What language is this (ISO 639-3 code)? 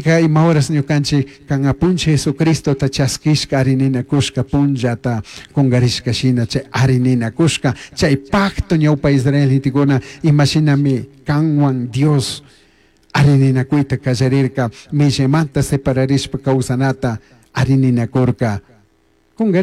qug